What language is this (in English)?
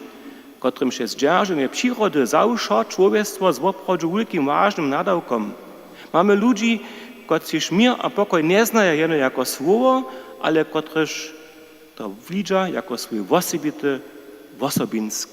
Upper Sorbian